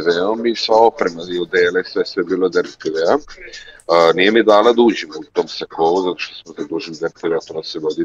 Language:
Serbian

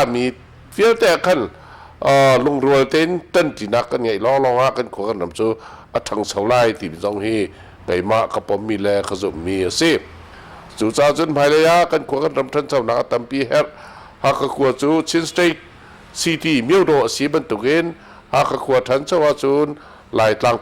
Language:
Hakha Chin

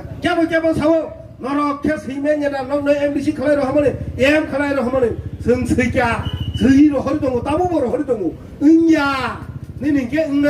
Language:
Kok Borok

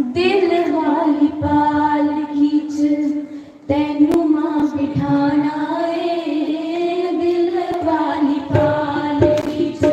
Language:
Dogri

